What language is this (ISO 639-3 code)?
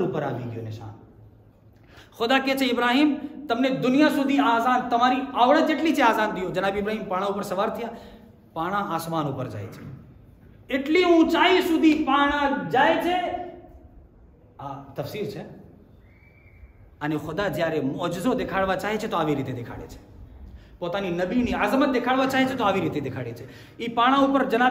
guj